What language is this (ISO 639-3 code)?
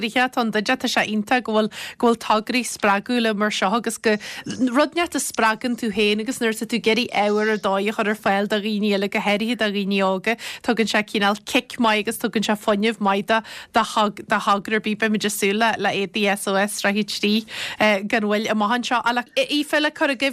gle